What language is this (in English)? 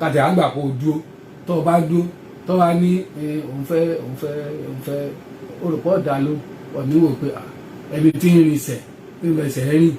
Yoruba